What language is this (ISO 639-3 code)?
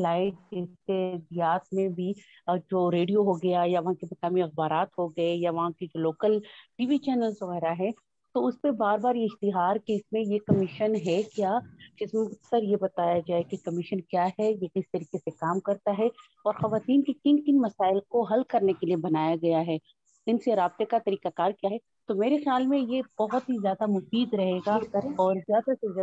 urd